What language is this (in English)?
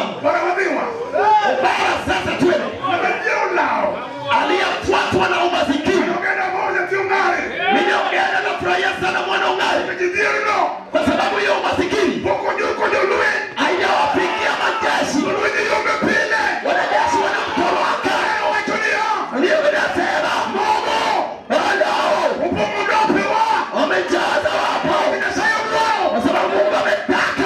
Luo (Kenya and Tanzania)